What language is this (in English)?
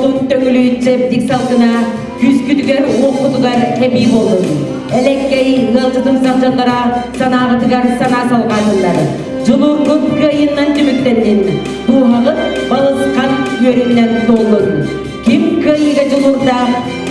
Yakut